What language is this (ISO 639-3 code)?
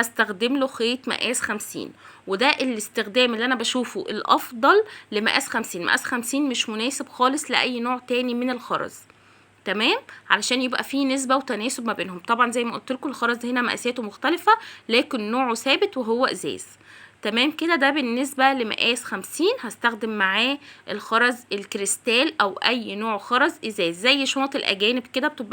arz